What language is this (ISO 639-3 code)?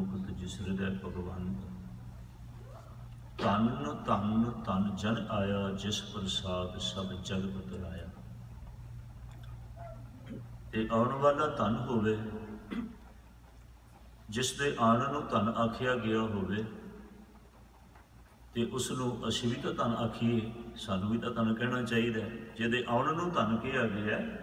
pan